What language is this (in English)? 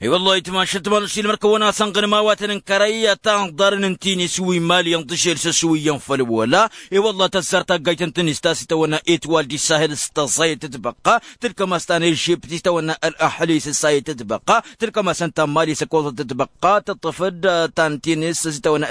Tamasheq